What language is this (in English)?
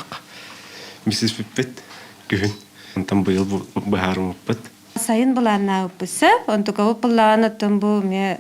Yakut